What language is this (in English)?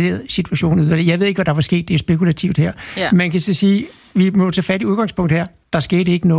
Danish